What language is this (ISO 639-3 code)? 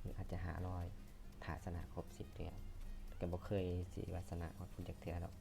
lao